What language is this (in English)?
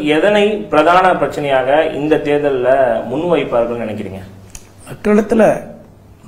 Tamil